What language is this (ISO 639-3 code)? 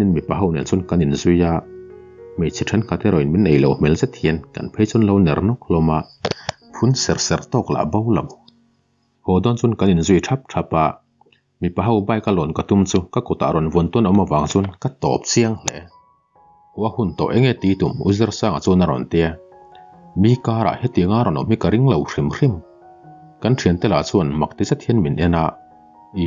lus